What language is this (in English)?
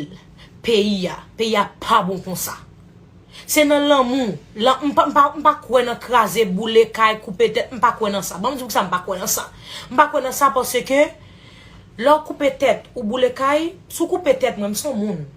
Haitian Creole